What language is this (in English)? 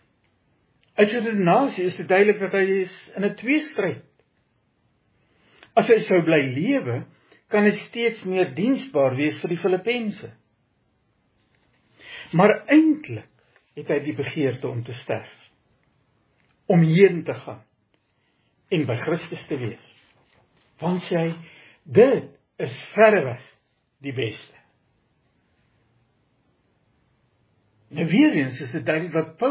Afrikaans